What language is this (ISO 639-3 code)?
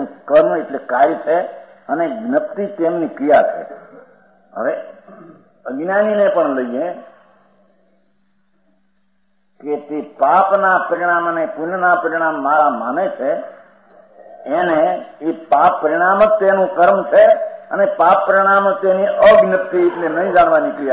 guj